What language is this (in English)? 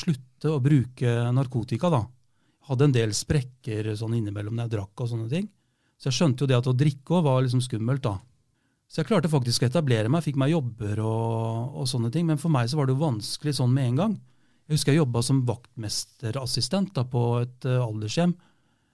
Norwegian